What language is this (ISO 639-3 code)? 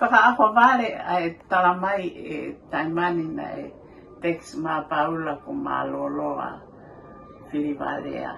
ton